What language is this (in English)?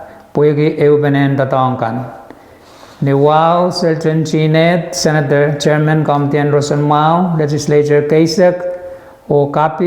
Pohnpeian